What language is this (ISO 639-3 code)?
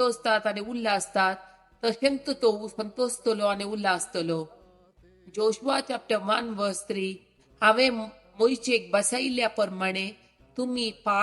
kok